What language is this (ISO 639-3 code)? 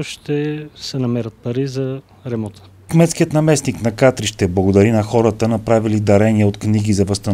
bul